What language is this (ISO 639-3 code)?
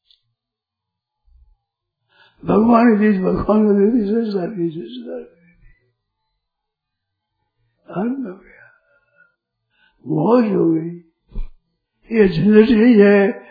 hin